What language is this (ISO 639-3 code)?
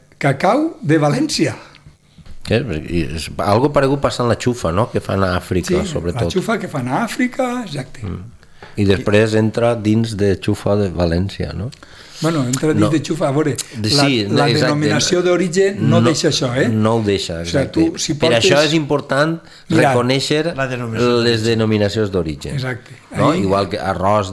cat